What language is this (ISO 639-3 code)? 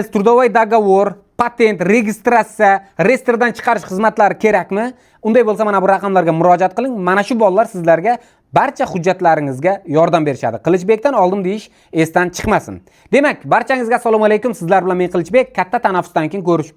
uzb